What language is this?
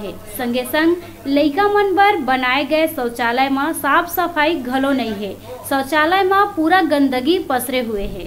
Chhattisgarhi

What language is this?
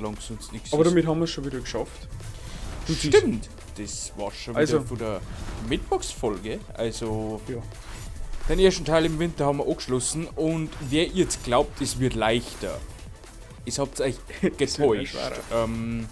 Bavarian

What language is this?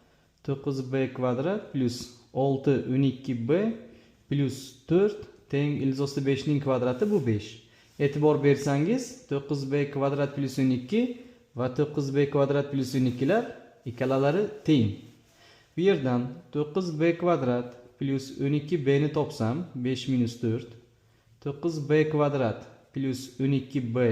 Uzbek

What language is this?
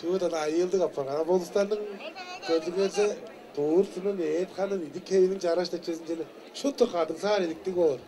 Tuvinian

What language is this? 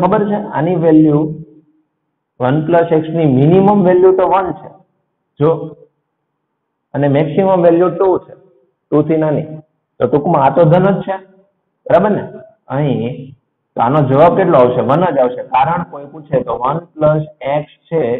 Gujarati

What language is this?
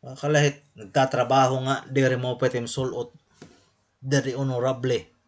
Waray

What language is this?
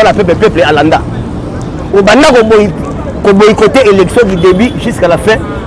Lingala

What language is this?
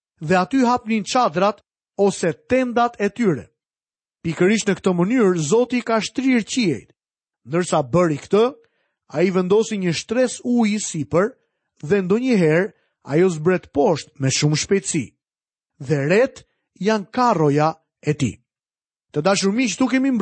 Albanian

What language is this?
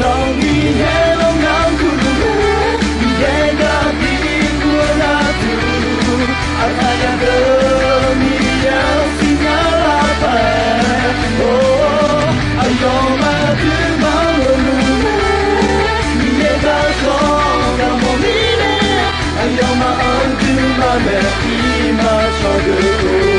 Akha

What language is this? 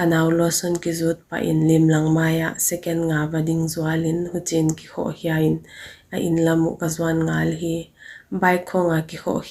Paite Chin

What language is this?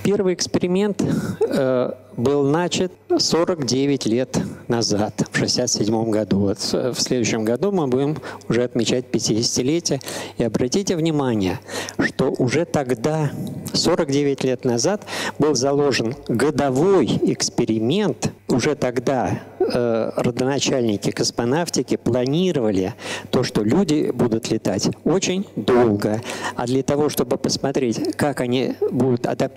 Russian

